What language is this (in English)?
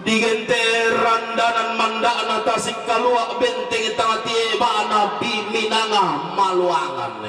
Toraja-Sa'dan